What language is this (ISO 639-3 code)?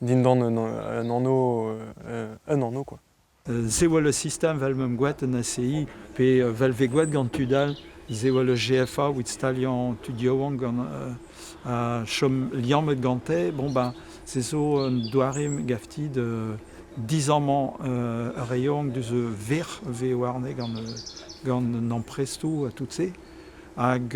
bre